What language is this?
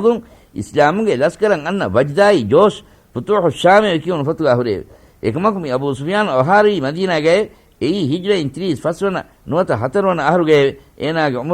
Divehi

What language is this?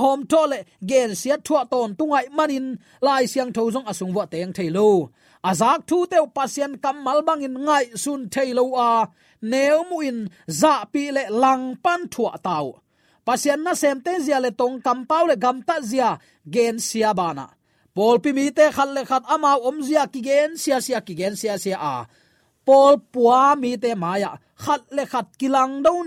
Tedim Chin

